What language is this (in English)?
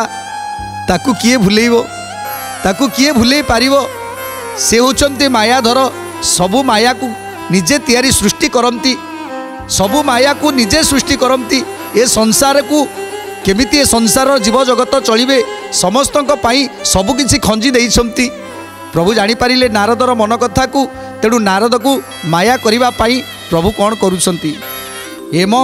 Odia